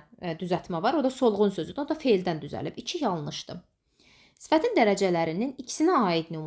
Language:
Azerbaijani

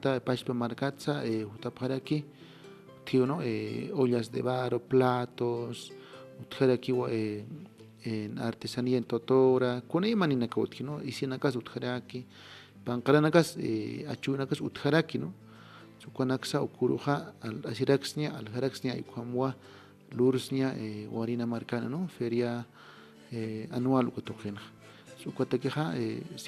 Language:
Aymara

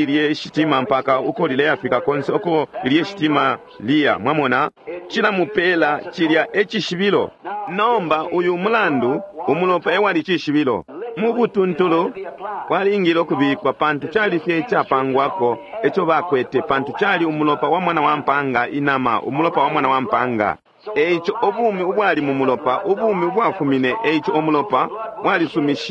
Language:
Bemba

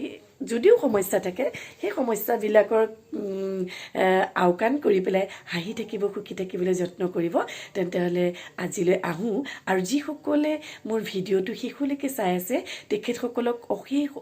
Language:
Assamese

